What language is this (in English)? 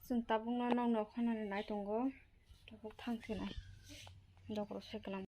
Kok Borok